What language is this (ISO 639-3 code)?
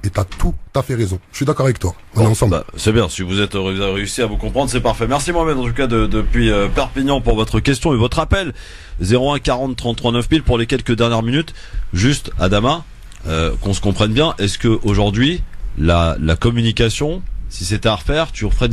fra